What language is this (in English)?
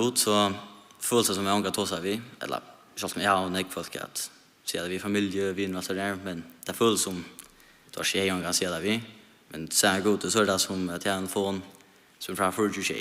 Faroese